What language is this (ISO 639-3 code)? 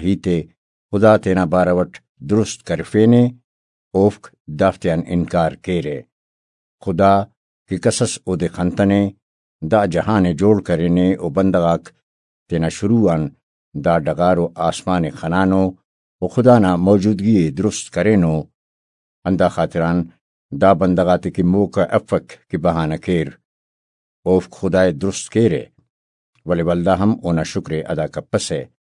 brh